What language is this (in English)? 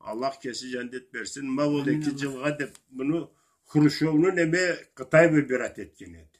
Karachay-Balkar